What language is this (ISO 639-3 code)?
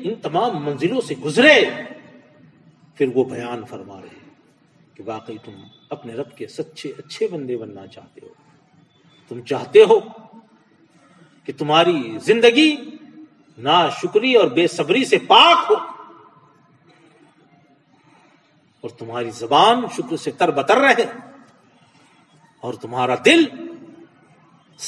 urd